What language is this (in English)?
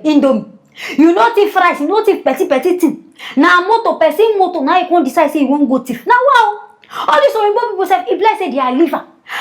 Nigerian Pidgin